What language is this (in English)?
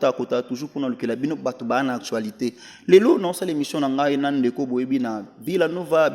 Lingala